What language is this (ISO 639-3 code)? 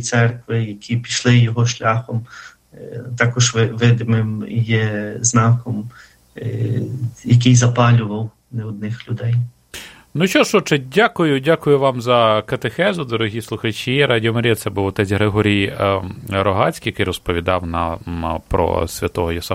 ukr